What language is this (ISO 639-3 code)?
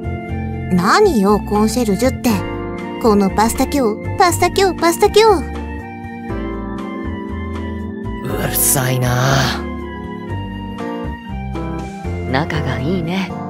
jpn